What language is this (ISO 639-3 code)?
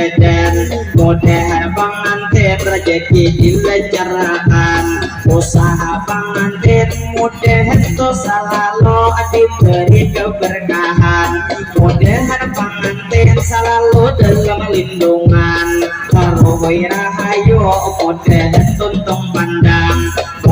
bjn